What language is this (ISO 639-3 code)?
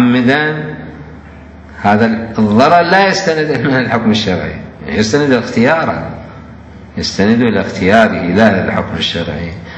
ara